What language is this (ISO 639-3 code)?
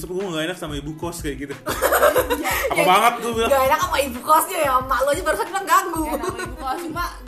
ind